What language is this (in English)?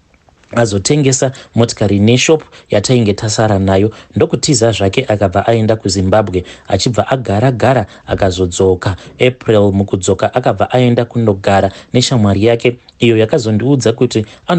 Shona